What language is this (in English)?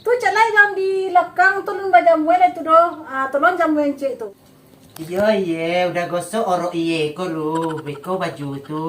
Minangkabau